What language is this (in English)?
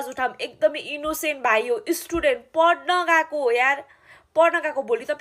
Nepali